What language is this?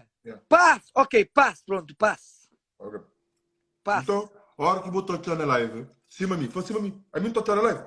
Kabuverdianu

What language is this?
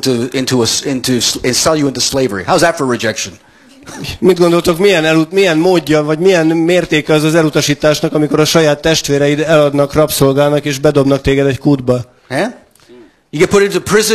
Hungarian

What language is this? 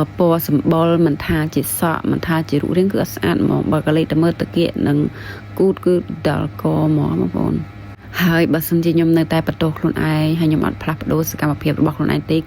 Khmer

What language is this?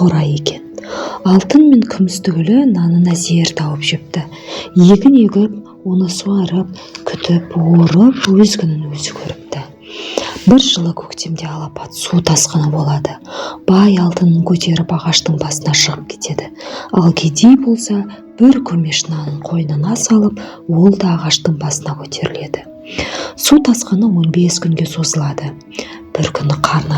Kazakh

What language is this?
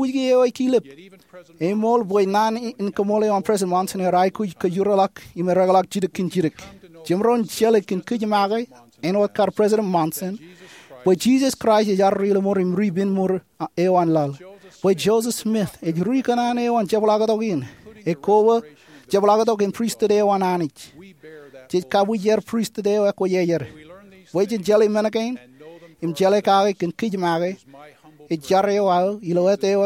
Marshallese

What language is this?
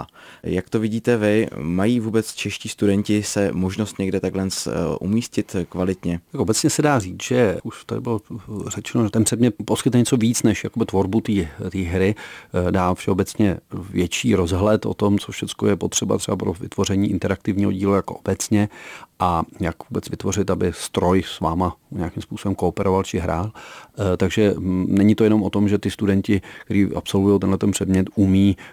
Czech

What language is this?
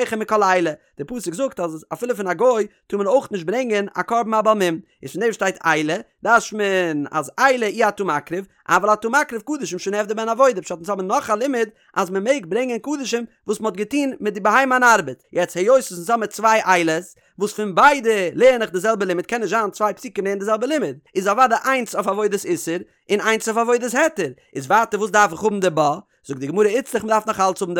Yiddish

